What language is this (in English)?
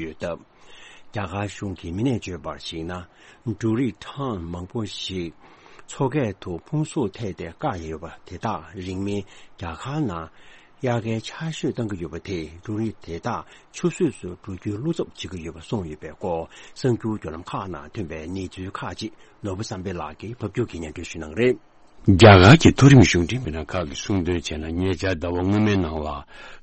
Tibetan